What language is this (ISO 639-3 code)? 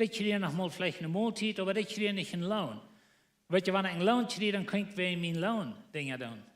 pdt